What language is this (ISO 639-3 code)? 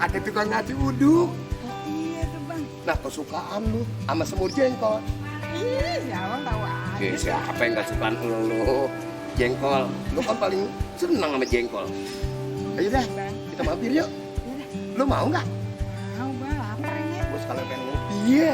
bew